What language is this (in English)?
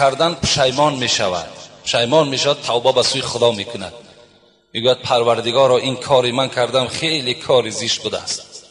Tajik